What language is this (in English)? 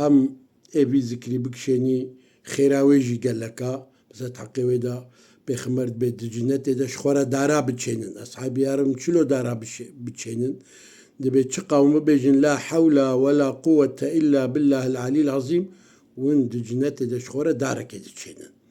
Kurdish